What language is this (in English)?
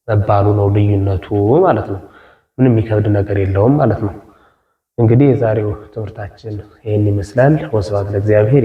Amharic